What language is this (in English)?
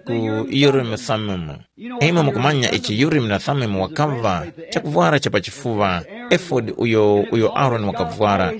Tumbuka